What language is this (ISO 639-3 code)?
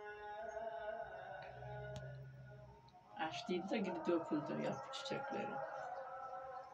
tur